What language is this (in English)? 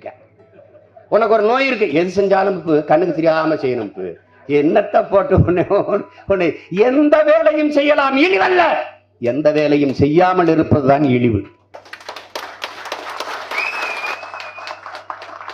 Tamil